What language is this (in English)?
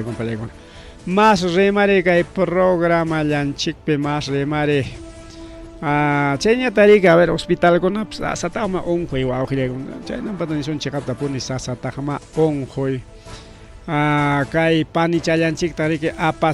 Ayacucho Quechua